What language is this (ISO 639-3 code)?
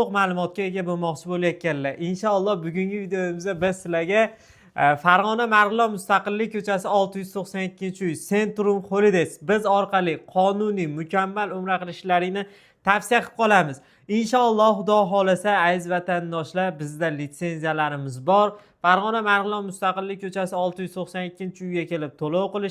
uzb